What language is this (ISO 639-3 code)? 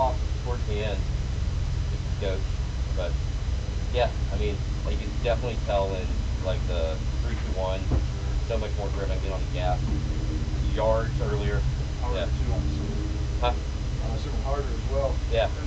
eng